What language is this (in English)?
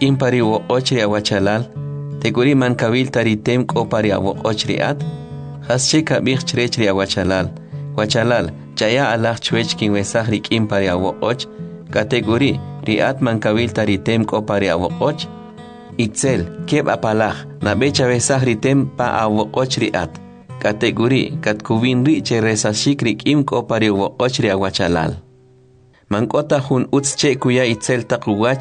Kʼicheʼ